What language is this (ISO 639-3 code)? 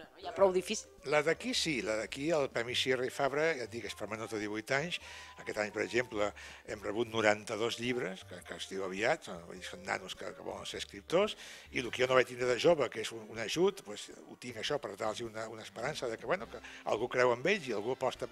cat